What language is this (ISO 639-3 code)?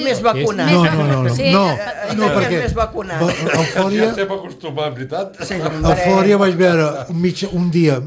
cat